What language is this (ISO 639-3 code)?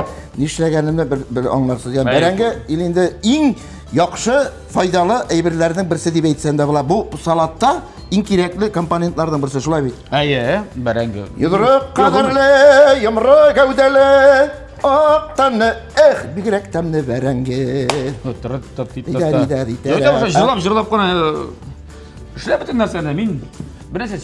tat